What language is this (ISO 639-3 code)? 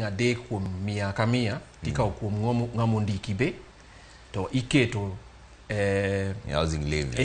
luo